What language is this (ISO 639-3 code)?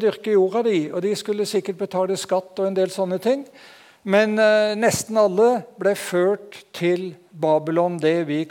nor